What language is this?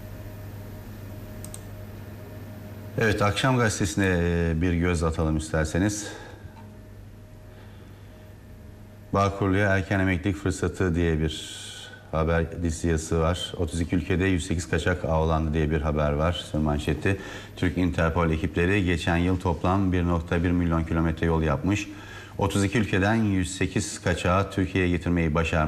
Turkish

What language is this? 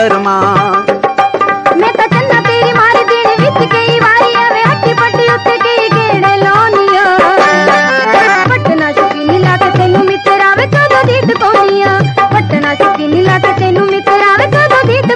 Punjabi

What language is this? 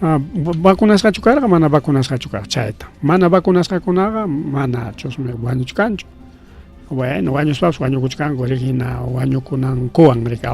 Ayacucho Quechua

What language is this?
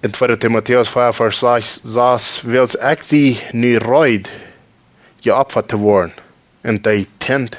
Plautdietsch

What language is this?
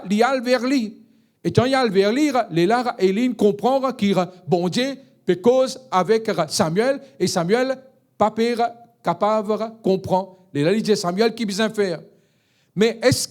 Morisyen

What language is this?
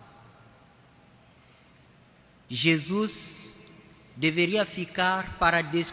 Portuguese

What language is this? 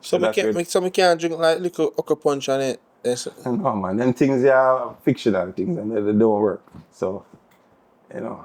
Jamaican Creole English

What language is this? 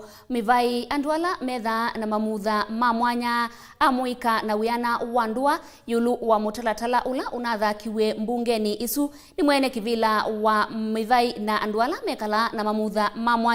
Kamba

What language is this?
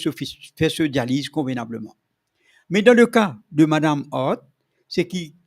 Morisyen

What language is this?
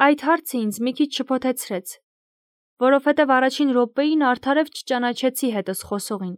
Armenian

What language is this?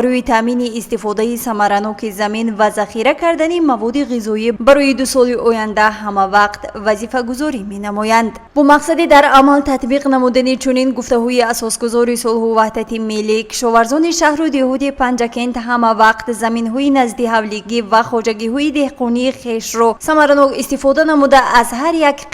Tajik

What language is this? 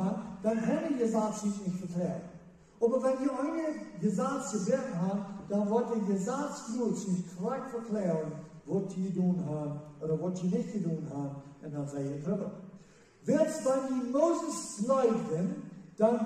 Plautdietsch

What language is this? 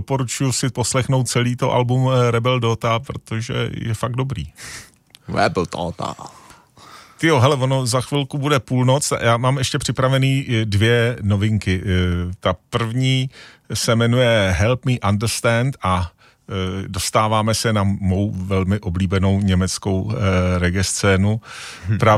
Czech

